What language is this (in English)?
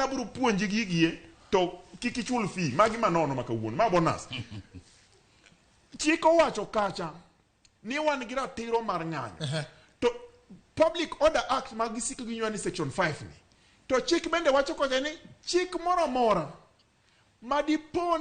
Luo (Kenya and Tanzania)